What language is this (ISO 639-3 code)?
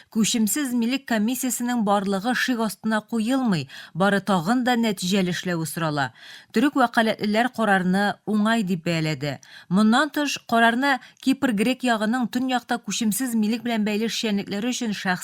tat